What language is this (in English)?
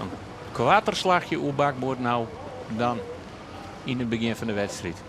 Western Frisian